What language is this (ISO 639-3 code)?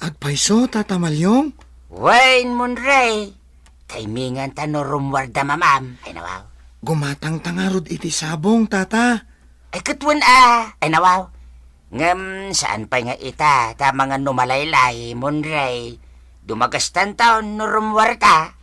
ilo